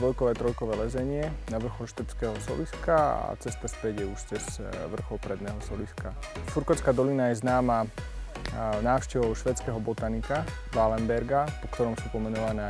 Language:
Slovak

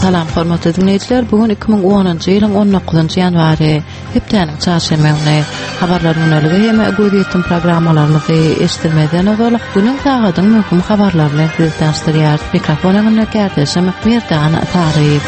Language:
Turkmen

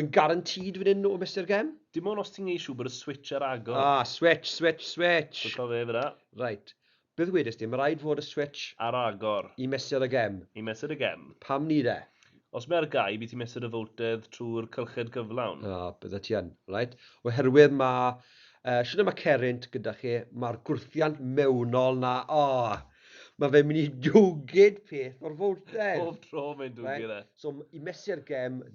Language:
Welsh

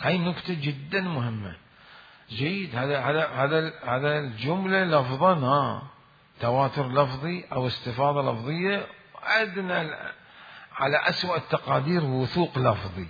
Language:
Mesopotamian Arabic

